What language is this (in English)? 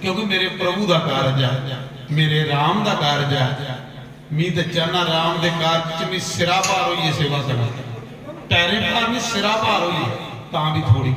Dogri